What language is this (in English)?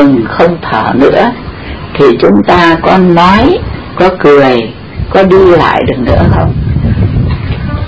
Vietnamese